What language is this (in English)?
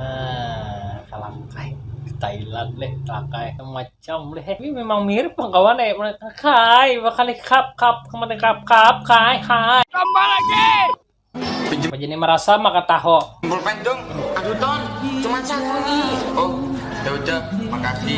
Banjar